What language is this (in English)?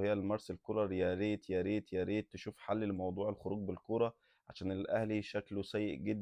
Egyptian Arabic